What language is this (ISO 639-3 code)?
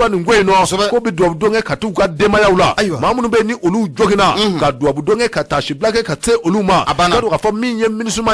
bam